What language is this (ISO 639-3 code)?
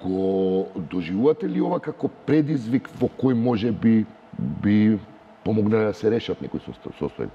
mkd